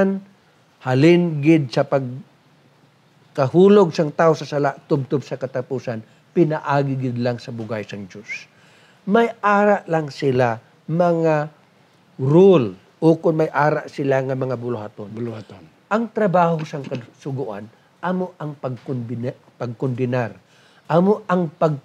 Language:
Hiligaynon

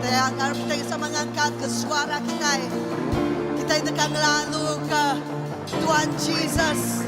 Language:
Iban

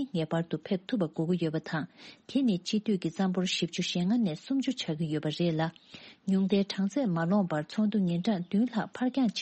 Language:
Tibetan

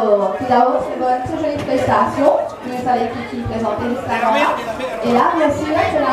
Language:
Morisyen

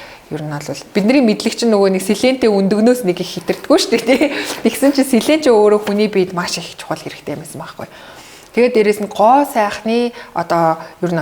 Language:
Mongolian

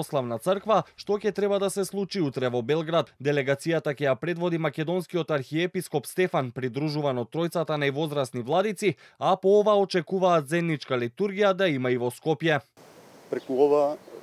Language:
Macedonian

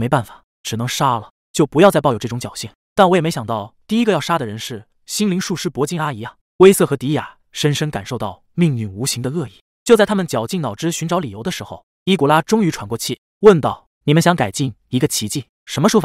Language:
Chinese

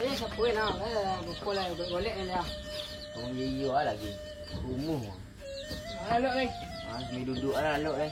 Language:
Minangkabau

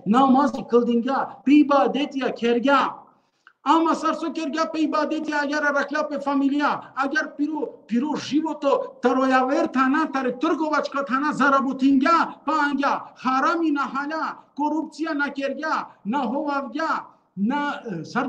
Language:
Balkan Romani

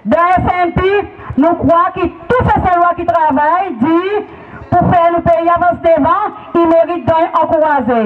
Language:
Seselwa Creole French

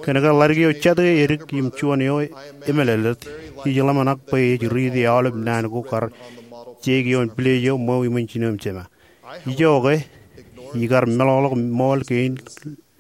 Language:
Marshallese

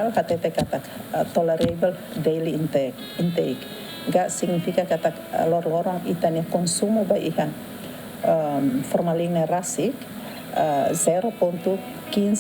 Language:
Tetum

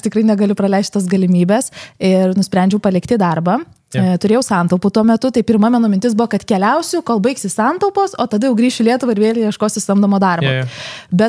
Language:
Lithuanian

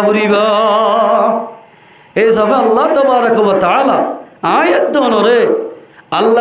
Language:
Rohingya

